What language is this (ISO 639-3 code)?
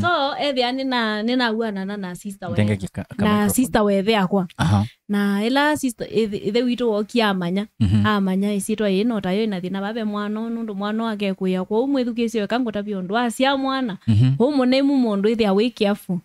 kam